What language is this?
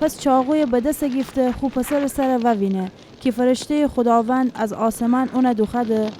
Gilaki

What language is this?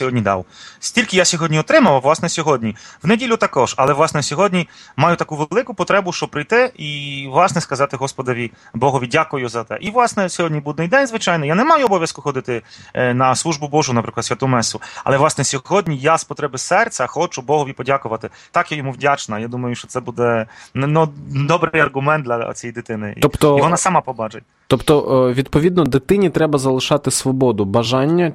Ukrainian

